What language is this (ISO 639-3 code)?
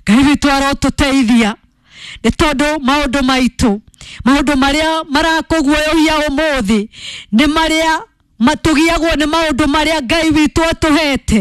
kik